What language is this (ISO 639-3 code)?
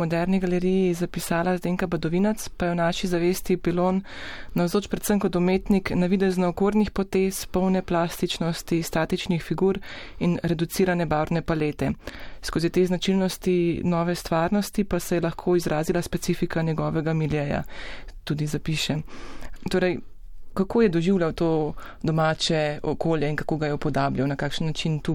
slv